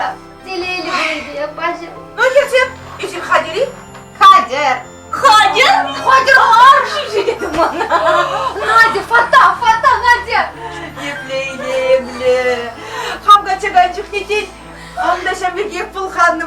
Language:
Chuvash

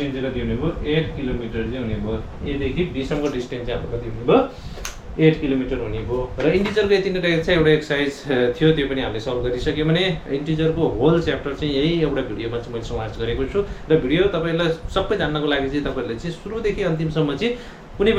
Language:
Nepali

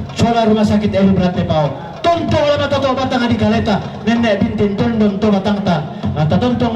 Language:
Toraja-Sa'dan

